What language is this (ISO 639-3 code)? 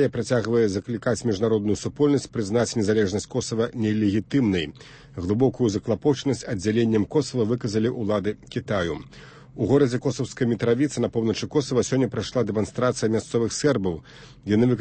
bel